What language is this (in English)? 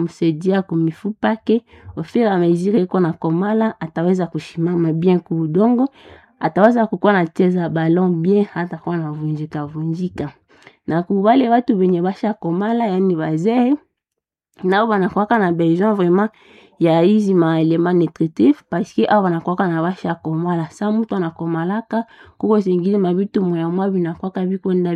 Swahili